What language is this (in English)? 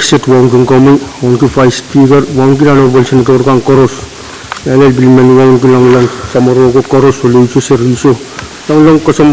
Pohnpeian